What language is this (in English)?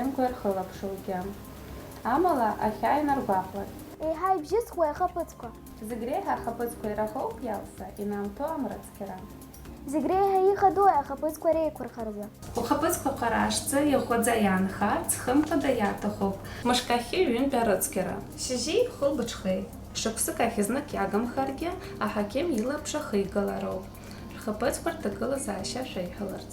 Abkhazian